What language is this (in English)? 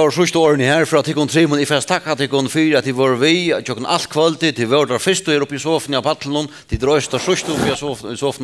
Faroese